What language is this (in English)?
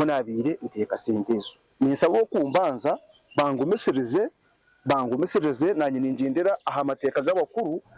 Nyankole